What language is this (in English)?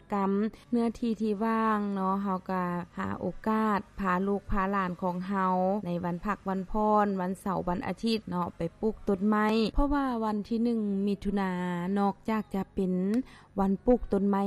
Lao